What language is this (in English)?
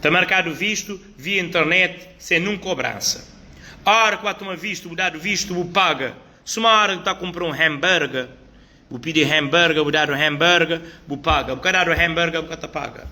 Kabuverdianu